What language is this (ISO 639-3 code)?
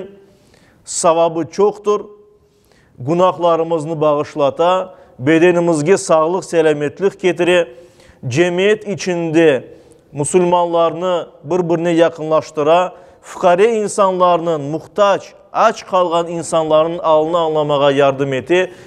crh